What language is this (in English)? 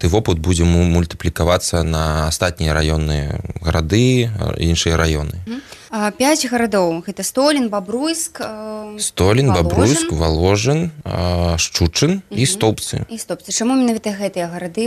Belarusian